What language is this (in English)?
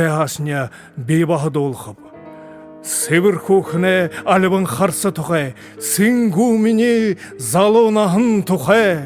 Buriat